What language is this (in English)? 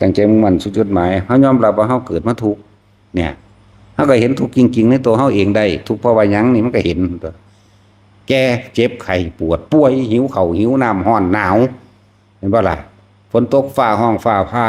Northeastern Thai